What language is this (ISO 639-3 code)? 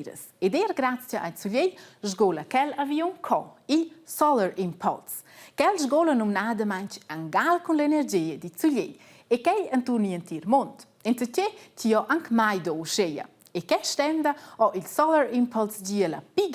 roh